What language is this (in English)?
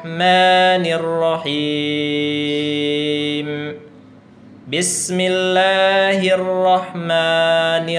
Tausug